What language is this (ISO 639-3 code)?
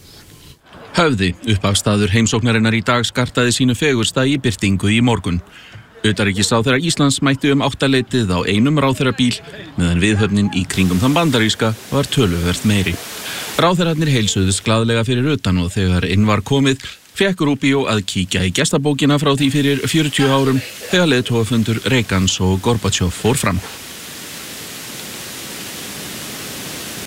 isl